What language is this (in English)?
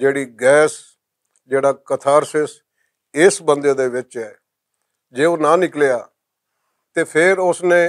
Western Panjabi